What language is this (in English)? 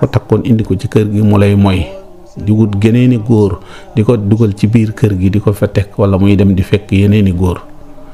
Wolof